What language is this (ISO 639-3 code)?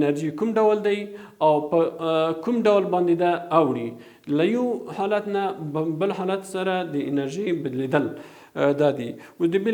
pus